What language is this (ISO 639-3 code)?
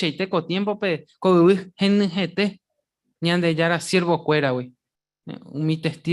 grn